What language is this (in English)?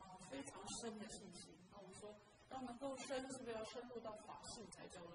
Chinese